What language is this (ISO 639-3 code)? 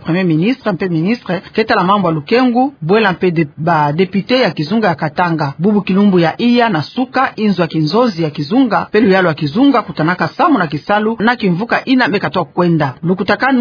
ktu